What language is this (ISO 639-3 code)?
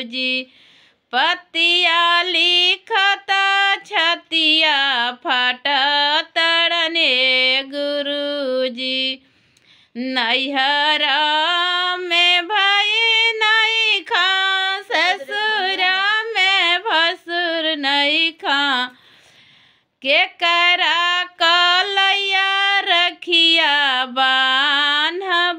bho